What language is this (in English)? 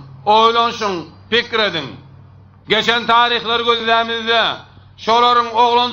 Turkmen